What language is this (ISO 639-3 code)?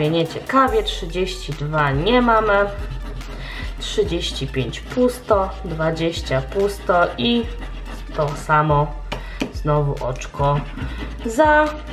pol